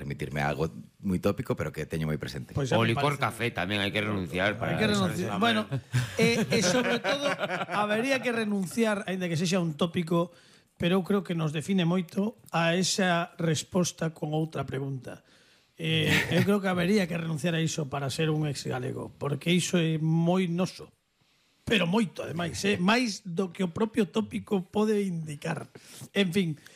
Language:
Galician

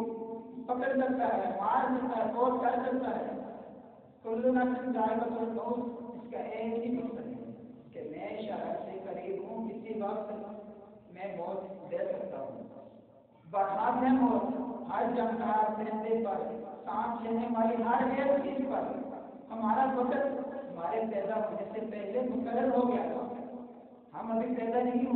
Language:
Urdu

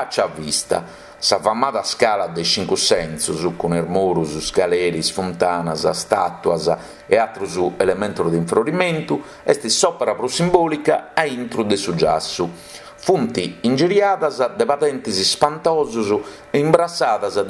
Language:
Sardinian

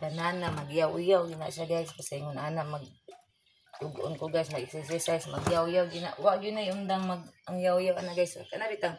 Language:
Cebuano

